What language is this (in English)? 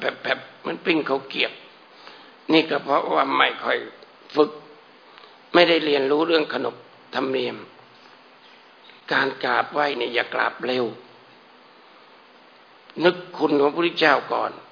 Thai